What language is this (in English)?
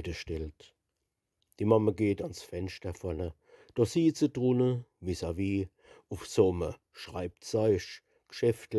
Palatine German